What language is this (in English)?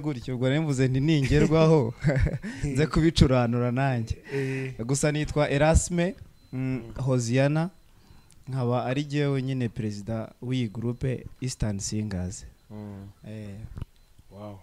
Kinyarwanda